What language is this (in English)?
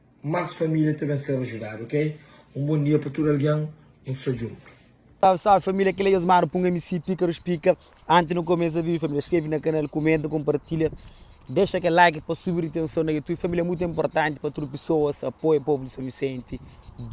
Kabuverdianu